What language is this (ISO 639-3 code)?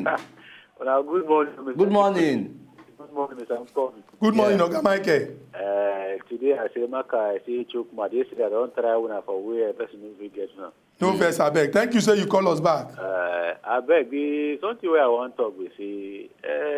pcm